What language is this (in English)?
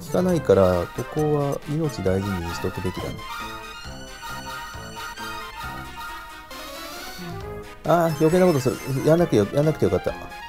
Japanese